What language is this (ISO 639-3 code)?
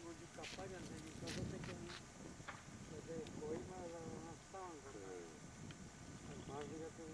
grn